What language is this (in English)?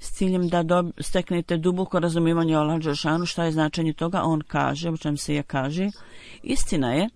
Bosnian